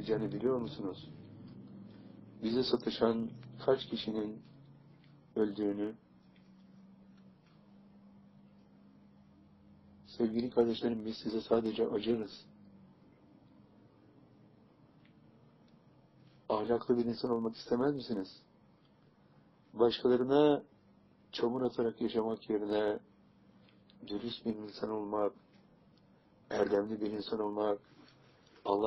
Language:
Turkish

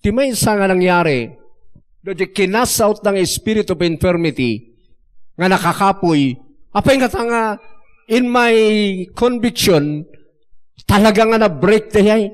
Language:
Iloko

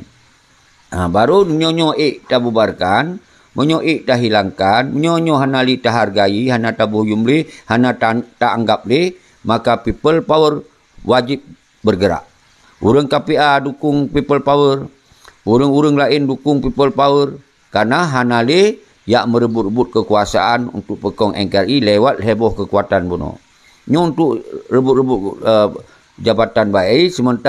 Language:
Achinese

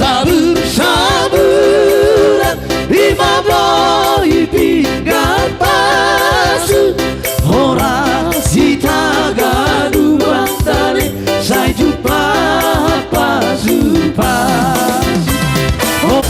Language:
Batak Toba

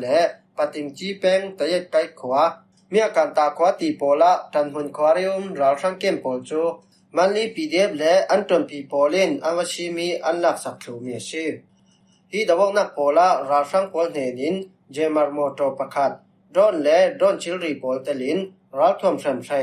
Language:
Falam Chin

